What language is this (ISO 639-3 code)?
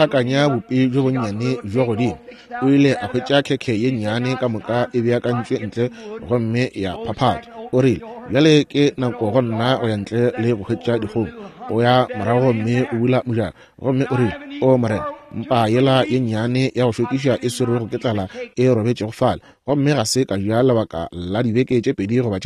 nso